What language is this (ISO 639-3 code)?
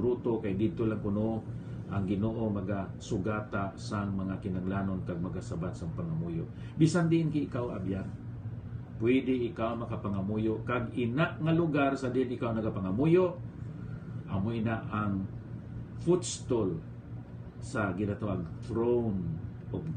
hil